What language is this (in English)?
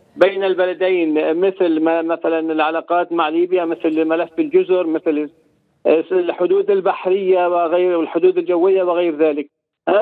Arabic